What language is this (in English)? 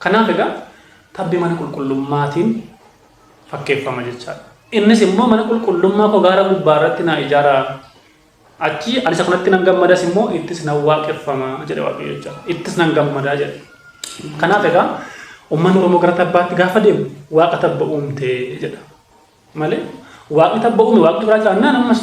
Oromo